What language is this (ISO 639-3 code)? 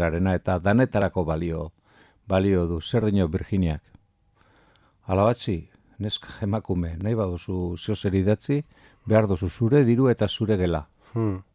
eus